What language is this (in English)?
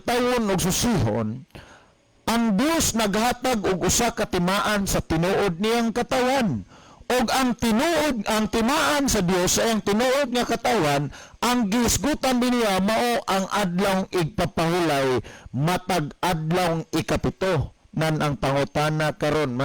Cebuano